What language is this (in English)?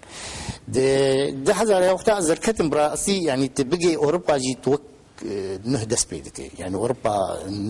Kurdish